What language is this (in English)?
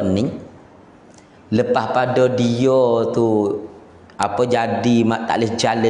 Pattani Malay